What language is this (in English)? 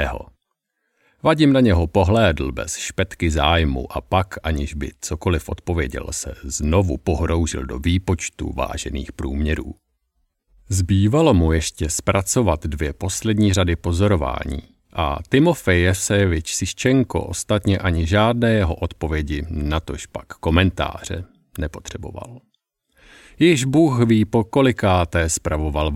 Czech